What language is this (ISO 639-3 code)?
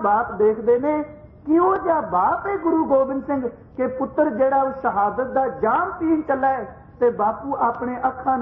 pan